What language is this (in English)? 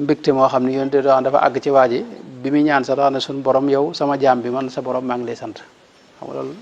Wolof